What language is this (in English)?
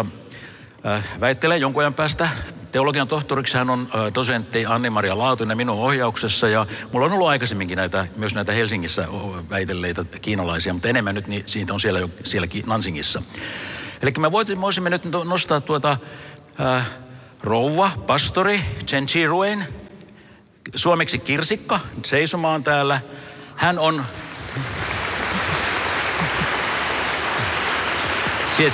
Finnish